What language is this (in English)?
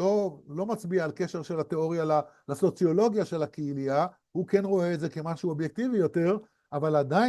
Hebrew